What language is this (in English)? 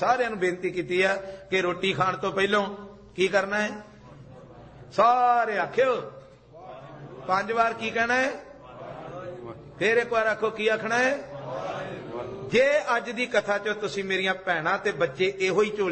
Punjabi